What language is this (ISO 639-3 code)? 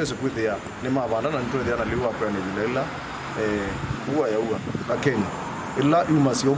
kam